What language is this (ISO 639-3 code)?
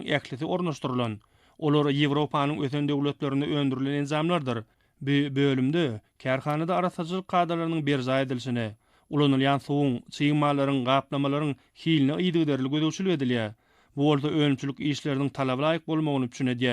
tuk